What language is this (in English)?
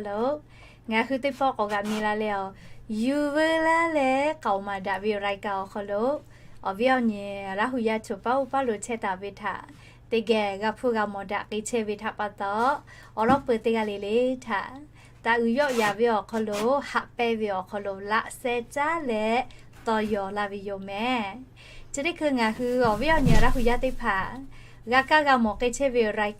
Lahu